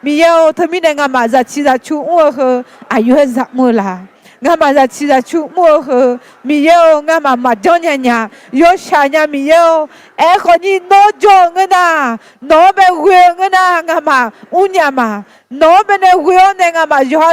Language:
Akha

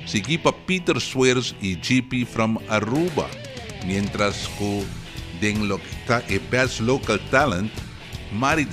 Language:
Papiamento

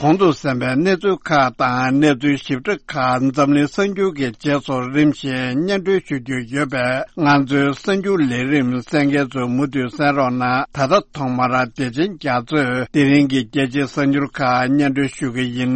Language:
Tibetan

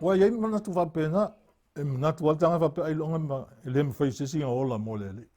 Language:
Samoan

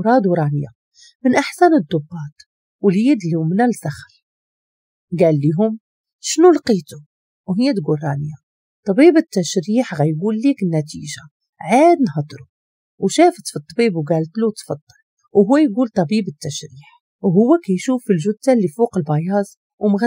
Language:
Moroccan Arabic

